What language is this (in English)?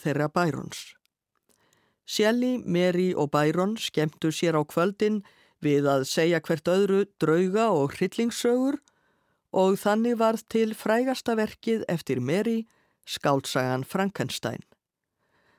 Icelandic